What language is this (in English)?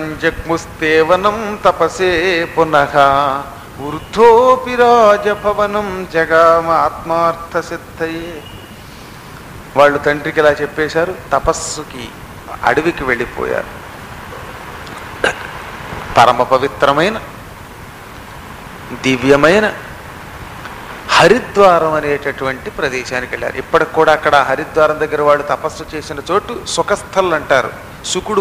Telugu